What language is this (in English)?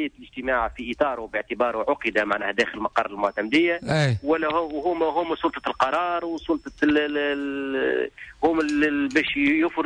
Tunisian Arabic